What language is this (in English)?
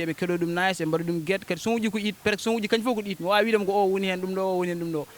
Fula